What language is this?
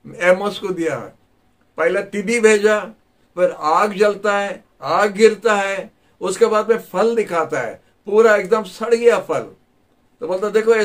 Hindi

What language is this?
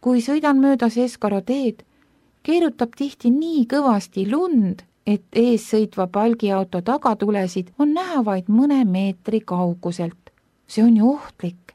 Estonian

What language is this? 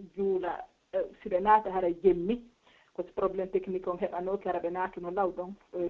Pular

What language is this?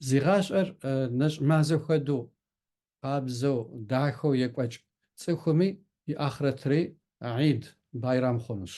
Kabardian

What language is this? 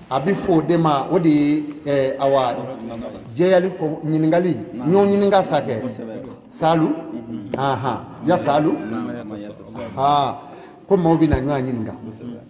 Bambara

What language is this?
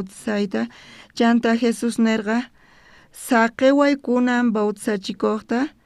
South Bolivian Quechua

